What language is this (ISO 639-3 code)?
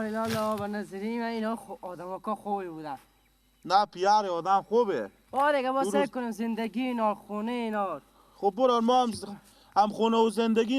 fas